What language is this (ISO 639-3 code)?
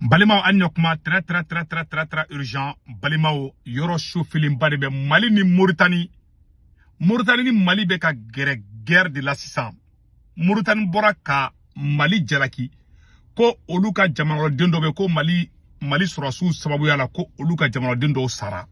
bam